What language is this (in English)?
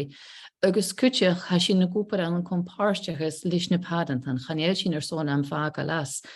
Scottish Gaelic